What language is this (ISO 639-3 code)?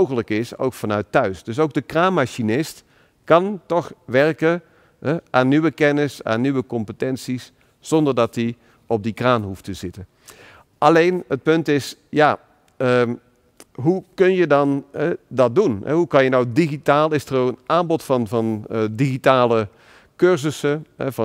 nld